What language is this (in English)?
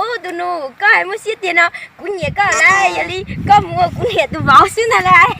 Hmong